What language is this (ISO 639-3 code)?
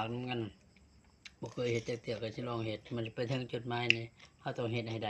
tts